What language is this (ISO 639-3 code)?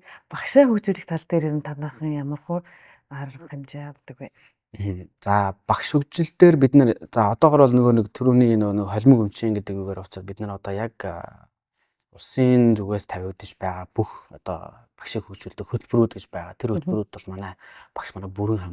mon